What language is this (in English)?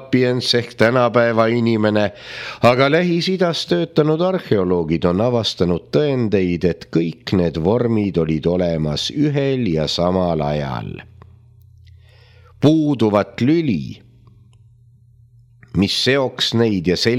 Estonian